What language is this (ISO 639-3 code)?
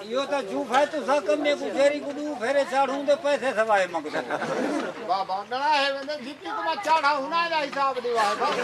skr